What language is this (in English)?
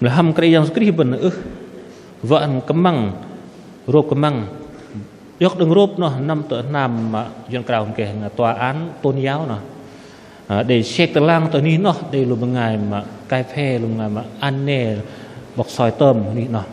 Bahnar